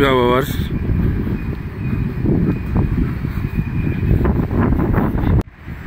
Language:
Turkish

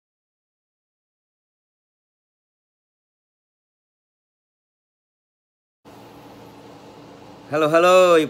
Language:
S'gaw Karen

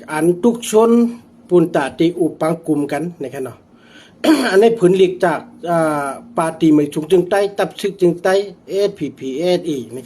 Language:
Shan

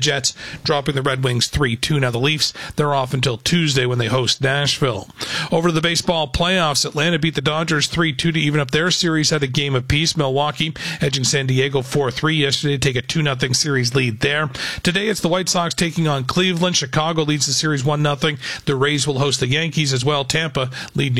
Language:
English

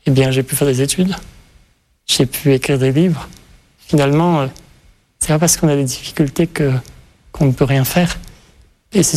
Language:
French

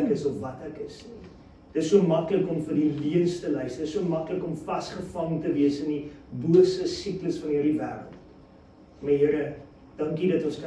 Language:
Afrikaans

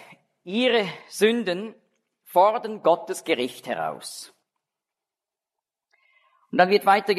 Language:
German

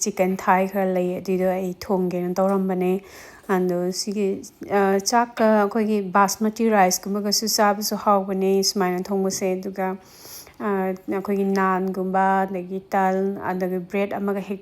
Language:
Manipuri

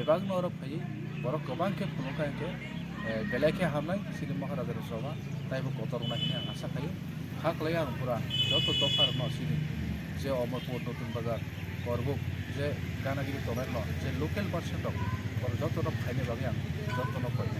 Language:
Kok Borok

